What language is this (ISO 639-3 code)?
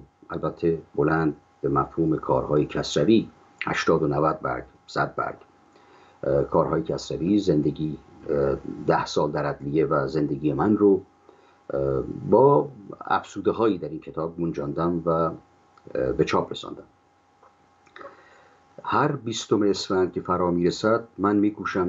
fas